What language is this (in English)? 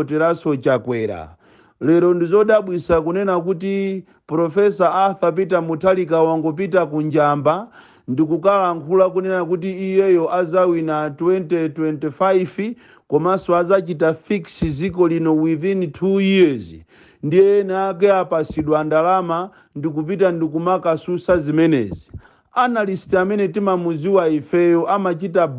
Nyanja